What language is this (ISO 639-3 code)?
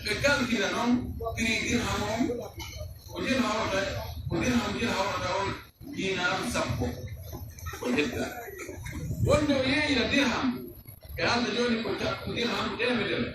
fuf